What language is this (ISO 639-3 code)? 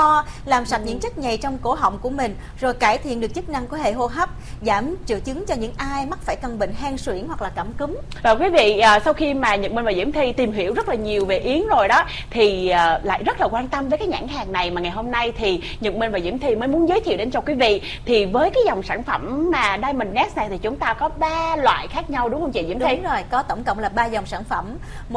vie